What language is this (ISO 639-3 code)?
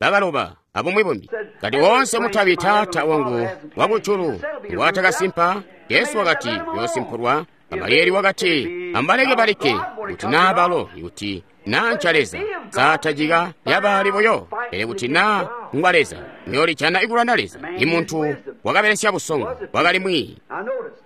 toi